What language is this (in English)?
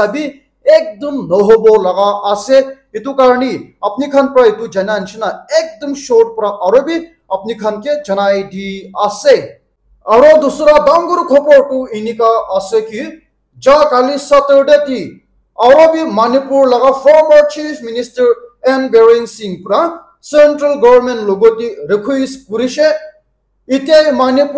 Naga Pidgin